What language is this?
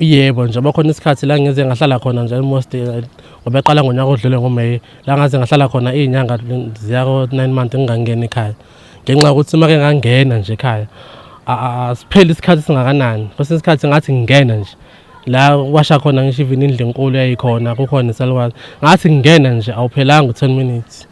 Zulu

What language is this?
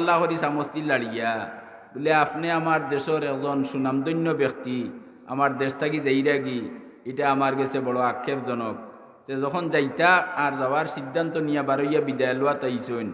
Sylheti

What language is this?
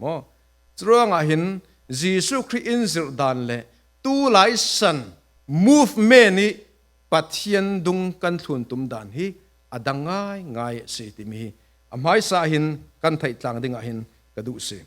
Falam Chin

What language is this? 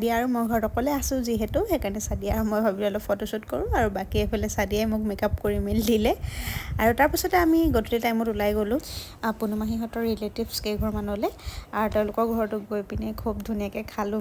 Assamese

